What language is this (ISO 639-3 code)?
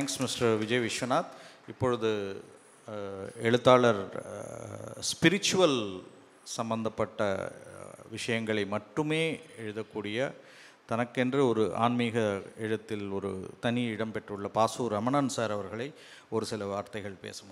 tam